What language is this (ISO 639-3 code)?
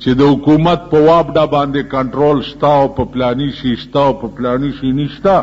pus